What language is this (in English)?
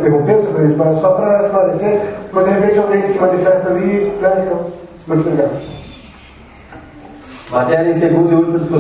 Portuguese